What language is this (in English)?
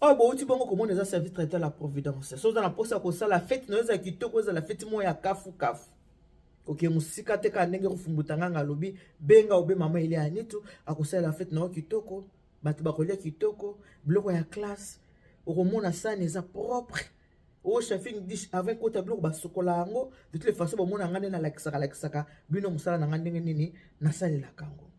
Lingala